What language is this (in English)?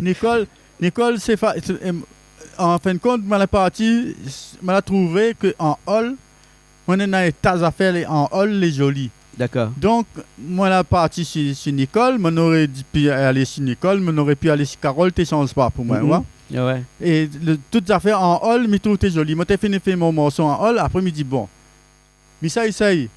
Réunion Creole French